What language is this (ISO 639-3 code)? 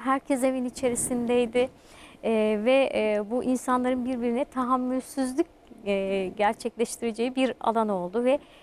tur